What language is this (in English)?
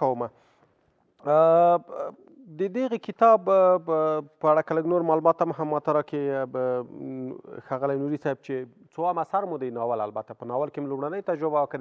Pashto